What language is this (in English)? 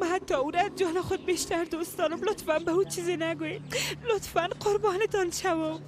Persian